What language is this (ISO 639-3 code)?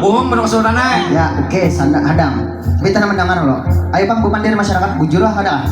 bjn